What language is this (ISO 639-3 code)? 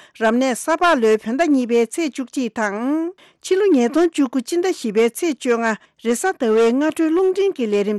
bod